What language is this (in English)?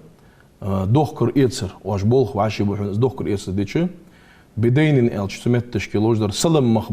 Ingush